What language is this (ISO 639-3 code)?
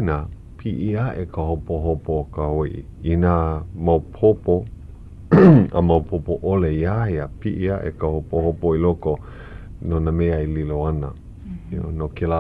haw